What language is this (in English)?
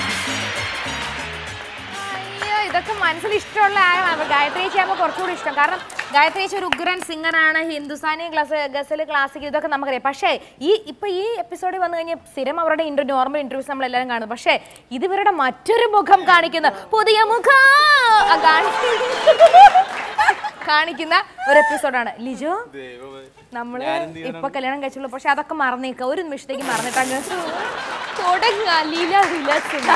Malayalam